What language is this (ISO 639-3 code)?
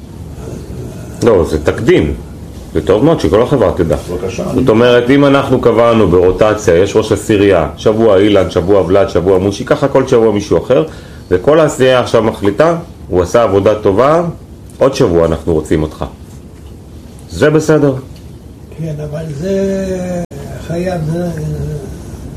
heb